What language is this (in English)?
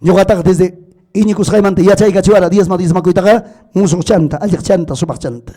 Ayacucho Quechua